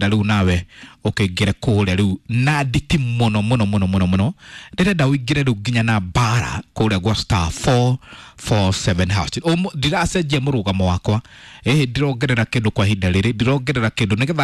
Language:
Kikuyu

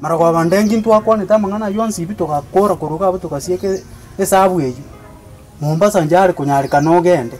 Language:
Gusii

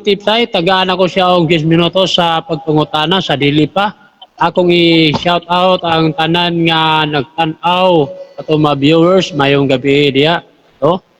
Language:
Cebuano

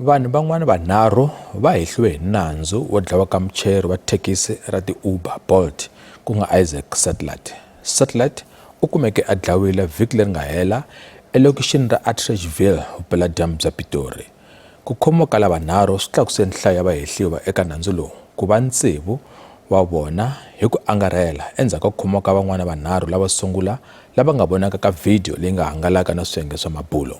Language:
Tsonga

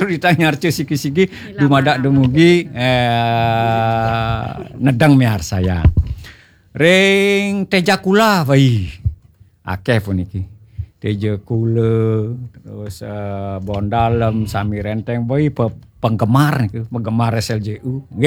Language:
Balinese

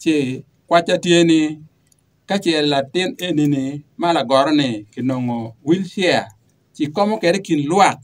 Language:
Acoli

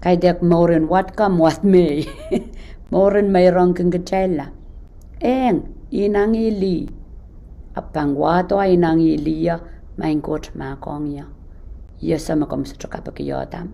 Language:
Pohnpeian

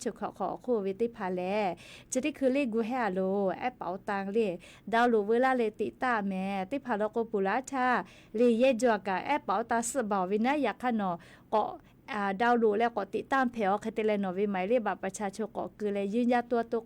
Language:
Lahu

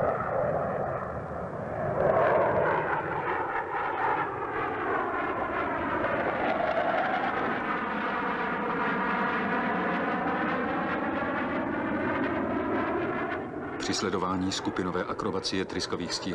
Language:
Czech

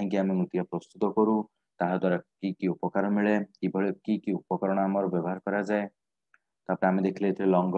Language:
Odia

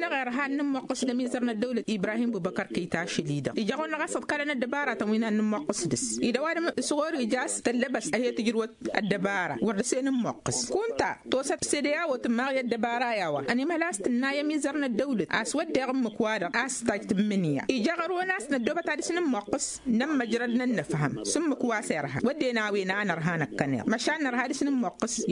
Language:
Tamasheq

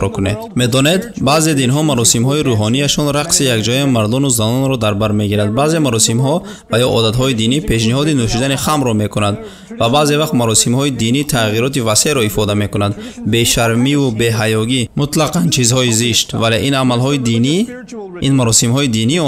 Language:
Tajik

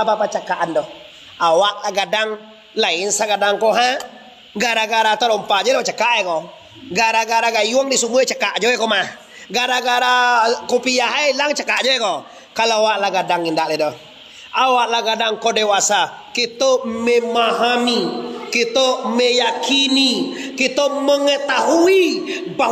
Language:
Minangkabau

